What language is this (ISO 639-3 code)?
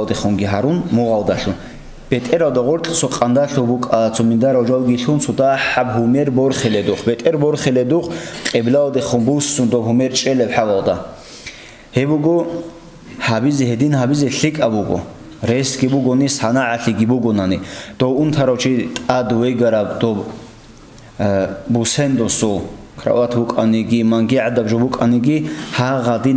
ava